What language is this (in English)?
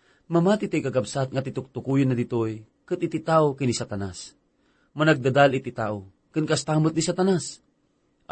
Iloko